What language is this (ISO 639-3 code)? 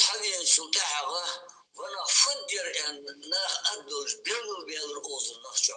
inh